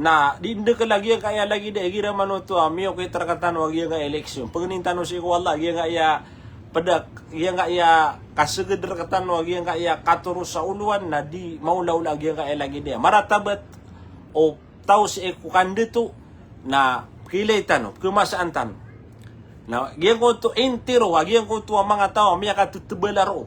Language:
Maranao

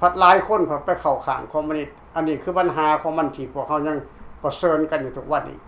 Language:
Lao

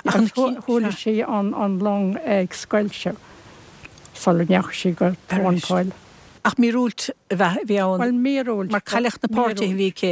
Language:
Irish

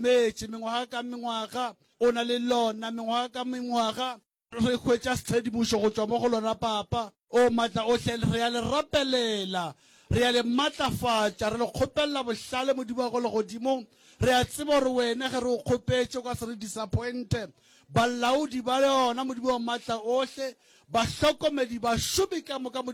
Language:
Northern Sotho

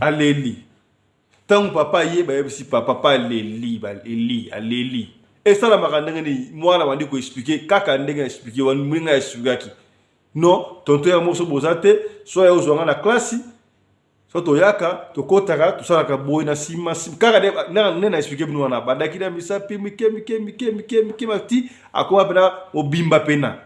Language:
Lingala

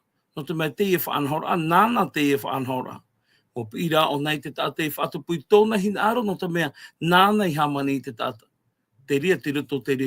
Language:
Tahitian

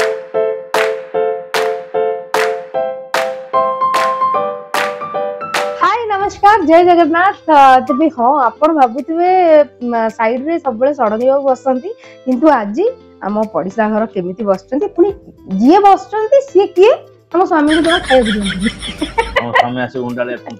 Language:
Odia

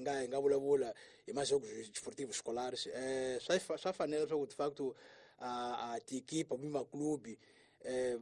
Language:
Tsonga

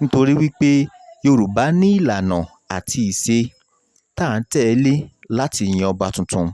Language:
Yoruba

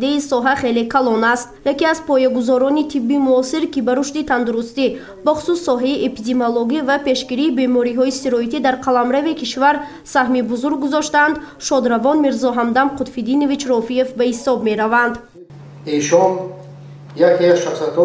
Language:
Tajik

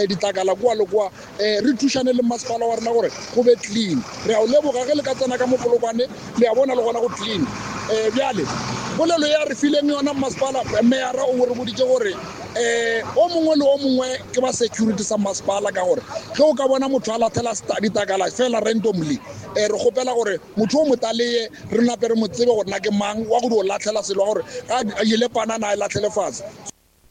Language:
Northern Sotho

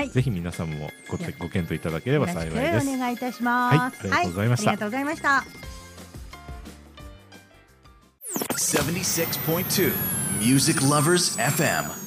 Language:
Japanese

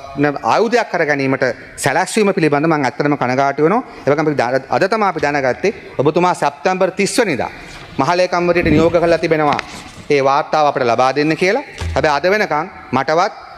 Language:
Sinhala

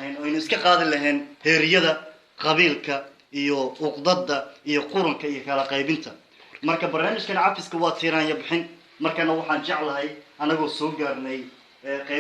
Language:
Somali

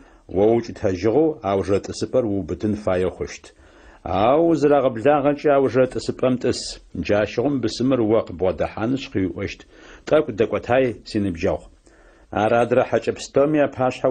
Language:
Adyghe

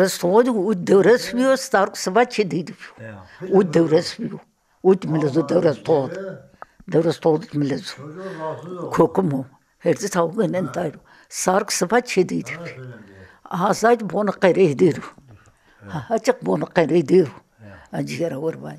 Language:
Zaza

